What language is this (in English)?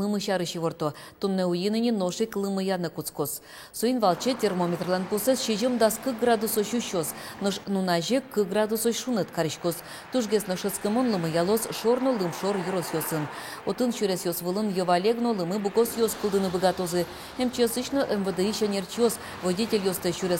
Udmurt